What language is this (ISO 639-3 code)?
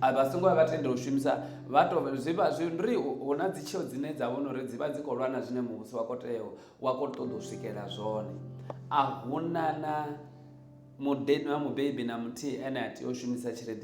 ven